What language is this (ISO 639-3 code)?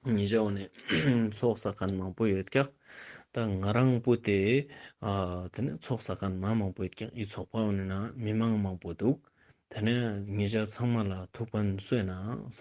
lbj